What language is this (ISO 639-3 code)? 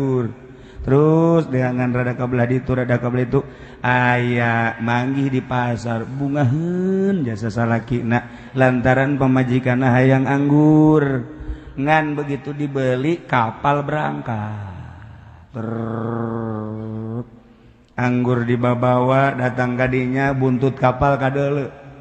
sun